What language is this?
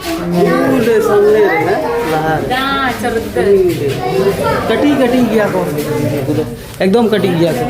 Santali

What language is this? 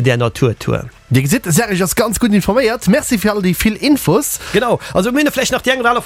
Luxembourgish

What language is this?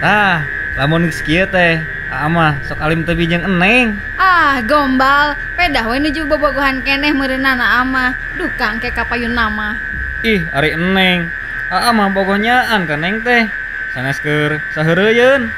Sundanese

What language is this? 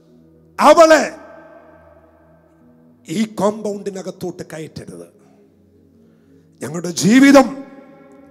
Malayalam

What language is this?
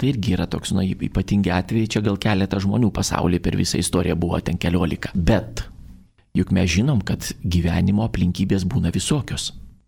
Lithuanian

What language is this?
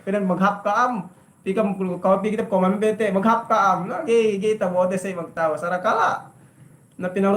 Yakan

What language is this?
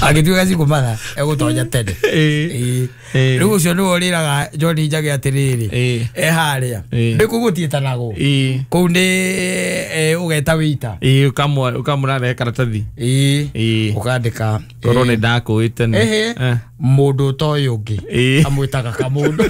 Kikuyu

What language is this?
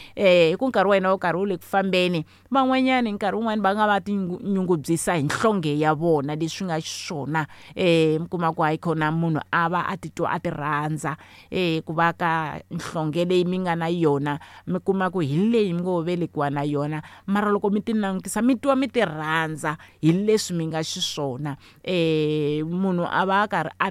Tsonga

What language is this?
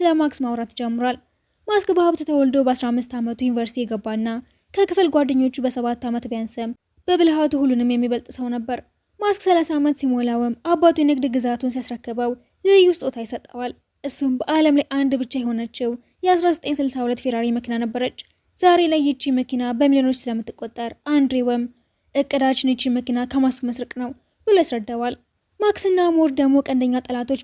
Amharic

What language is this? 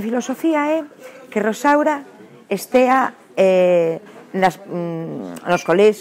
Galician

